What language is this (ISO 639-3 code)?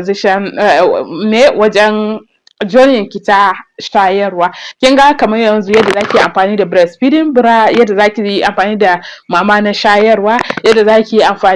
hau